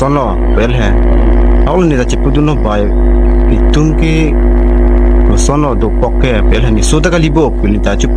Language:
Karbi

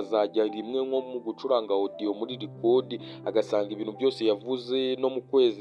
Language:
Kinyarwanda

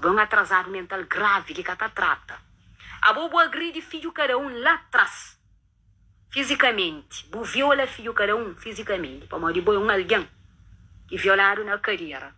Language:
Kabuverdianu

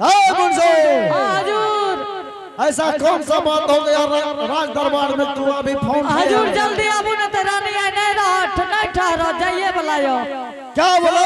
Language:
Angika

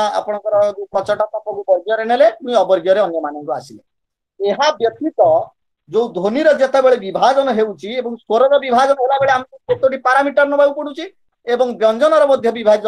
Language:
Odia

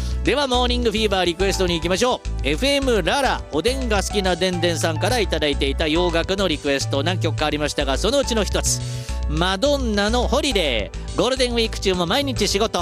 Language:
Japanese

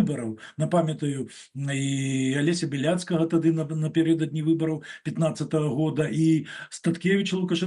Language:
Belarusian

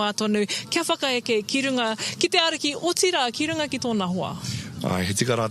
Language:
Māori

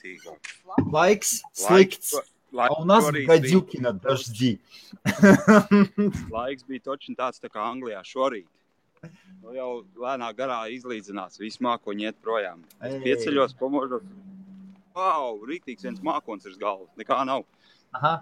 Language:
Latvian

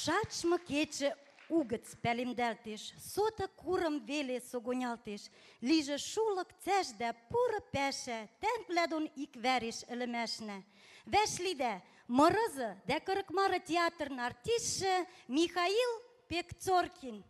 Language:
Western Mari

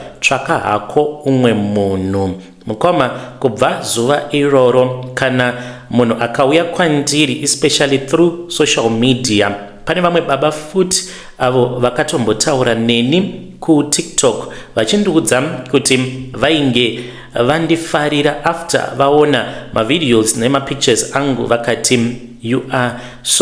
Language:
Shona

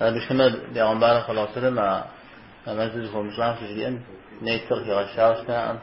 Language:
Kabardian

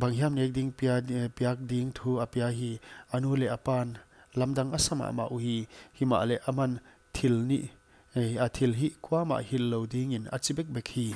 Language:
Paite Chin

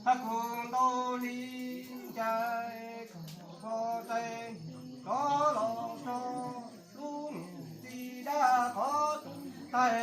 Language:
Hmong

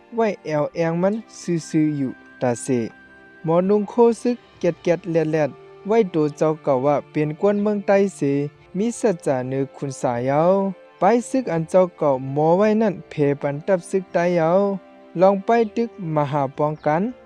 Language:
Shan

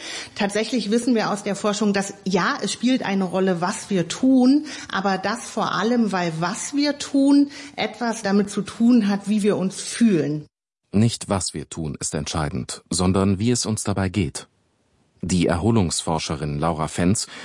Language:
German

